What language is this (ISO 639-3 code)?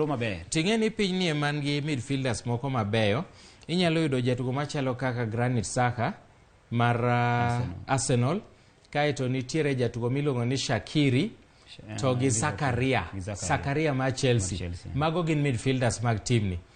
luo